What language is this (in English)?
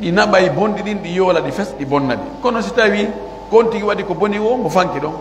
Pular